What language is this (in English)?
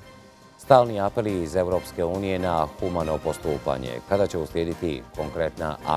Bosnian